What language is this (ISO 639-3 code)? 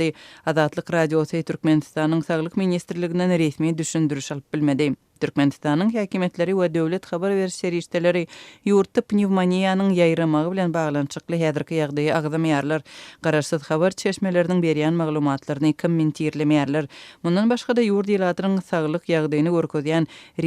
tuk